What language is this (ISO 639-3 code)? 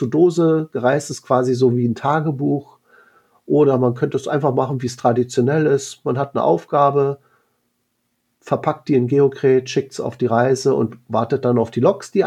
deu